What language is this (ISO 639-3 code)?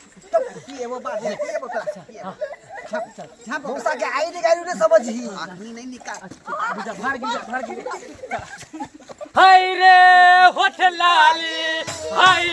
mai